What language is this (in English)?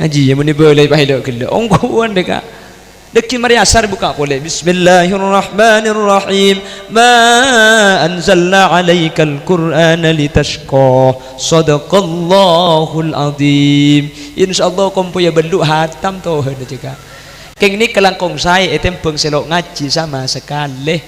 Madurese